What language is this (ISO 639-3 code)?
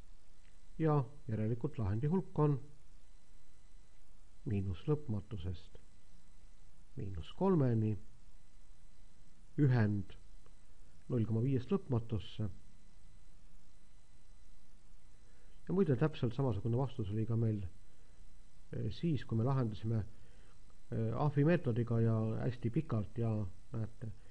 est